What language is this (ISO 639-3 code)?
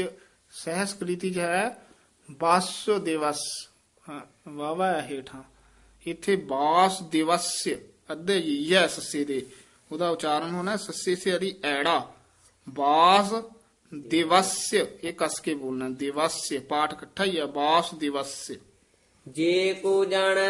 pan